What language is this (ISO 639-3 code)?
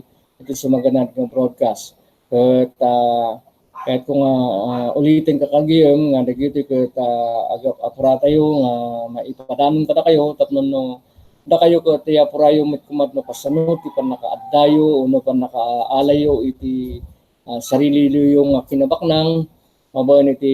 ilo